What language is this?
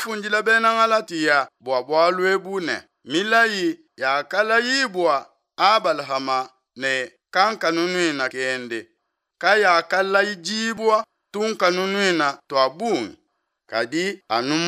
Luba-Lulua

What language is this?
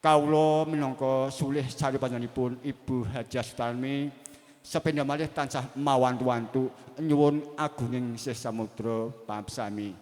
Javanese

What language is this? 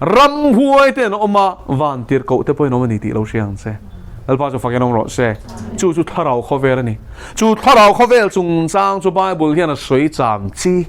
Mizo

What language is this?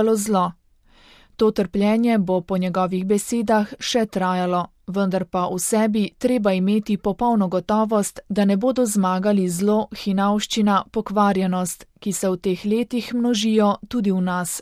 Slovenian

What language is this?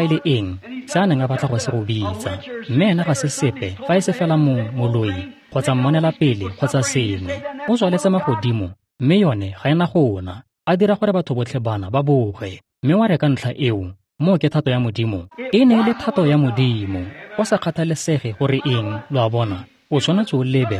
Tswana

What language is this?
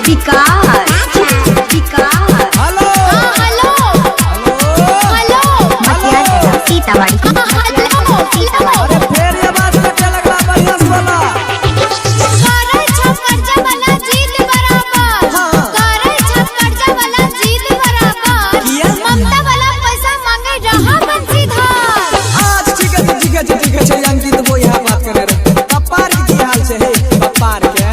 Maithili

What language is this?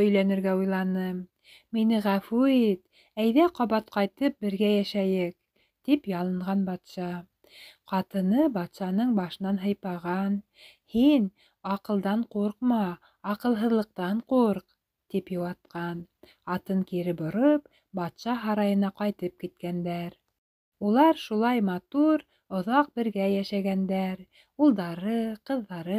Bashkir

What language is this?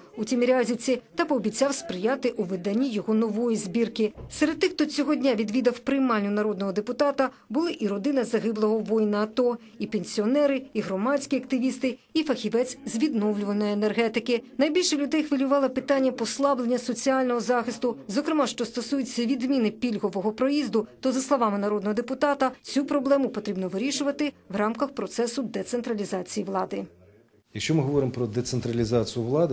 Ukrainian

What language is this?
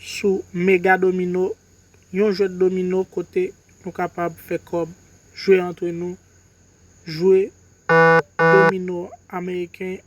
Haitian Creole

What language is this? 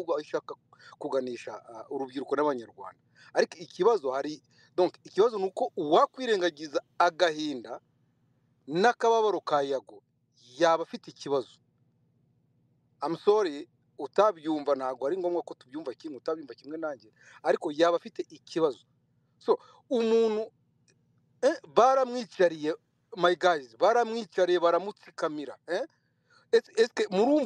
Kinyarwanda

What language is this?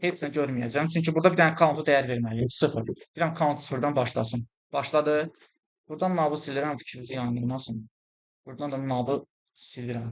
Azerbaijani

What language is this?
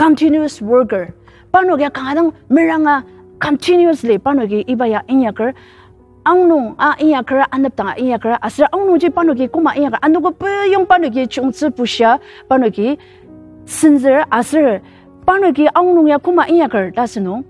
Ao Naga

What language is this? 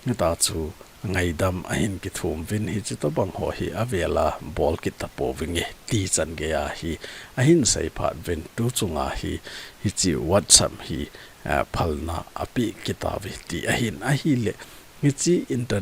Thado Chin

